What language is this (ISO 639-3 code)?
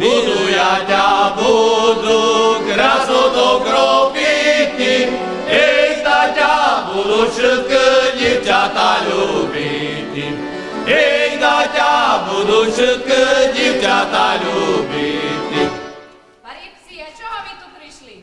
rue